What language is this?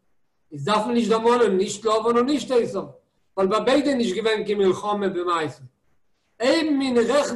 Yiddish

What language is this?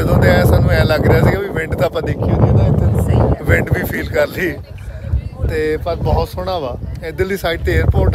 Punjabi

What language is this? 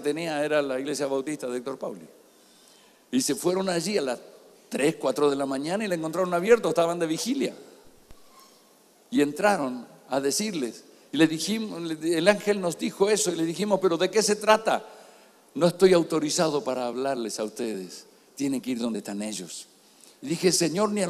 Spanish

